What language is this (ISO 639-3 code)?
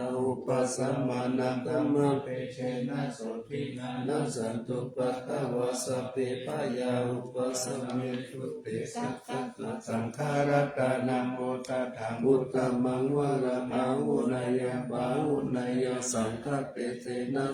pli